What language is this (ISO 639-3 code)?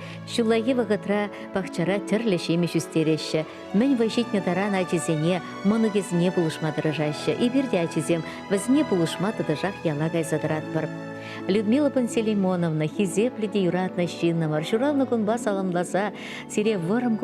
chv